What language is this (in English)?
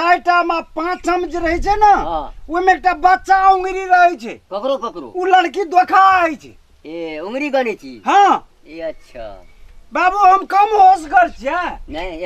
Maithili